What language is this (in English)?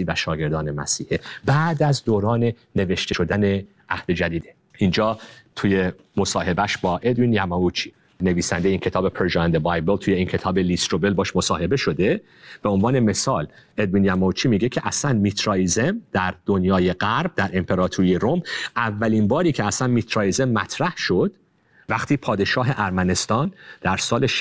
Persian